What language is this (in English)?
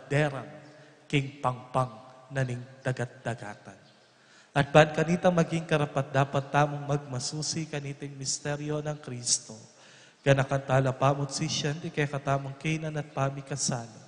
Pampanga